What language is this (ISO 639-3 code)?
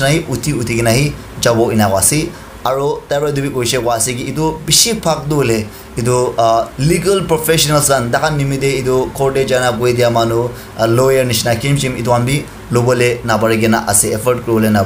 nag